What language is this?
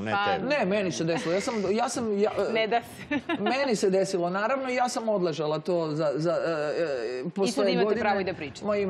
Serbian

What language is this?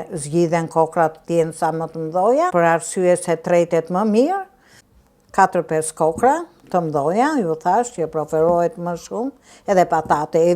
Albanian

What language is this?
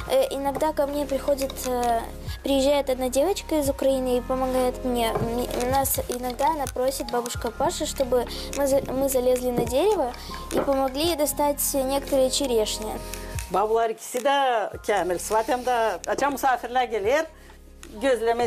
Gagauz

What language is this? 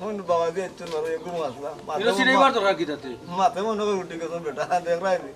Sylheti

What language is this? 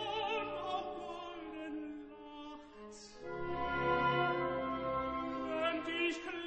German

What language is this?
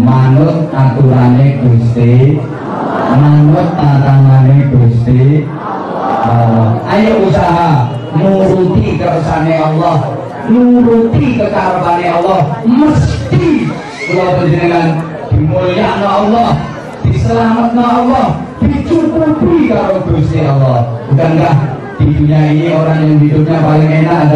Javanese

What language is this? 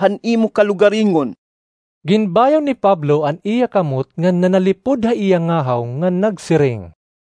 Waray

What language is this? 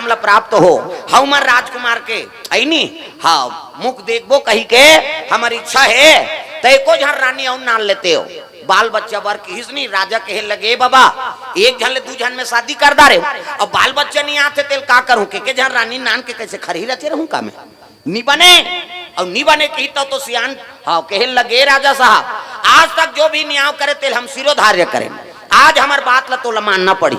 Chhattisgarhi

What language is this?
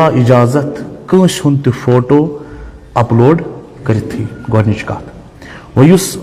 Kashmiri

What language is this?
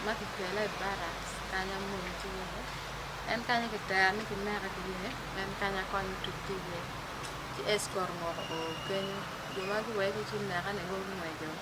Acoli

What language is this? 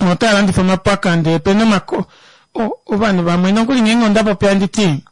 Kuanyama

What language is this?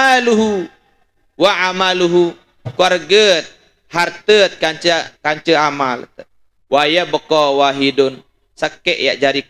Sasak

